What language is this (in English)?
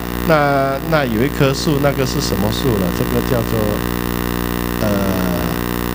Chinese